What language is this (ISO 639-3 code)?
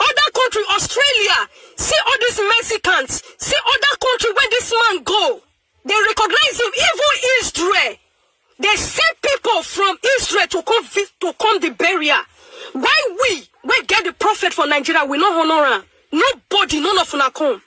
pcm